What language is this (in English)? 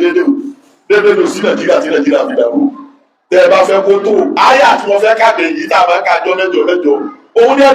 Yoruba